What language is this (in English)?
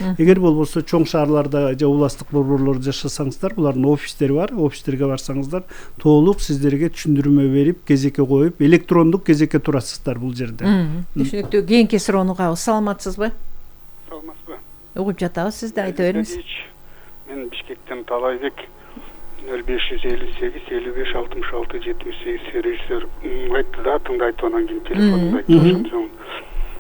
Kyrgyz